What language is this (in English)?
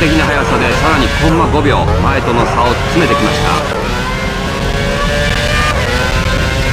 Japanese